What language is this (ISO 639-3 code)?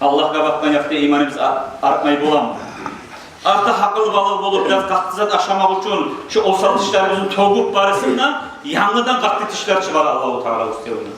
kum